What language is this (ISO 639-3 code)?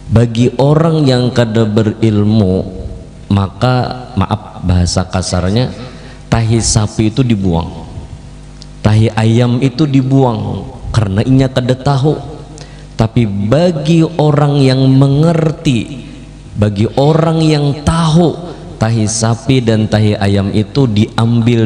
bjn